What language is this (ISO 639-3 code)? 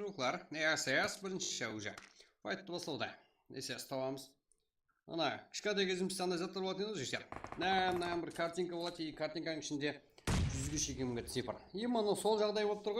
kaa